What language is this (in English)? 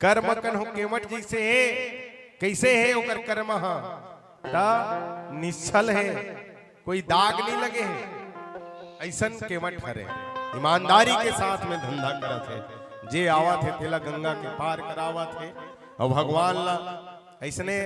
Chhattisgarhi